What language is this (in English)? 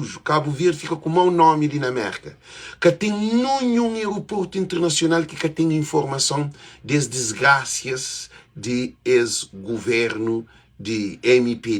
Kabuverdianu